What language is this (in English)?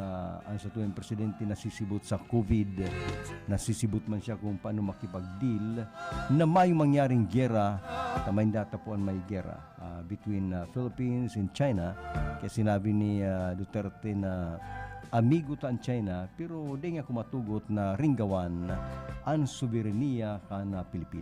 Bikol